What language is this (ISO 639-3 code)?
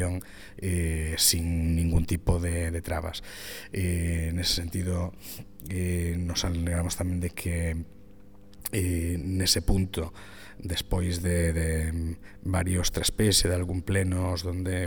glg